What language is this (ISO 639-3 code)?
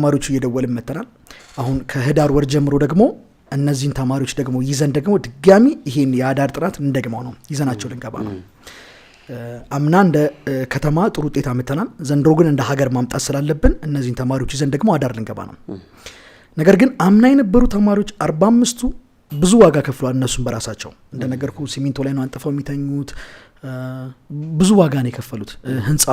amh